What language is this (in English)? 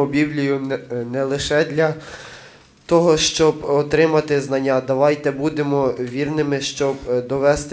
Ukrainian